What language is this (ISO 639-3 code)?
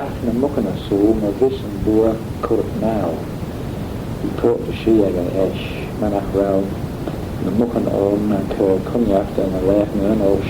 glv